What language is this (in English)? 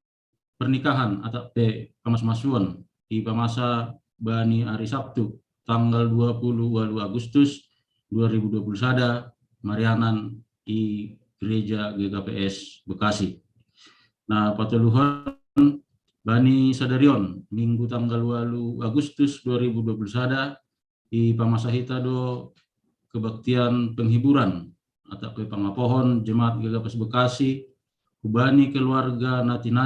Batak Simalungun